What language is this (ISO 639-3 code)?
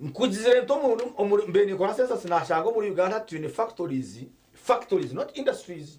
nyn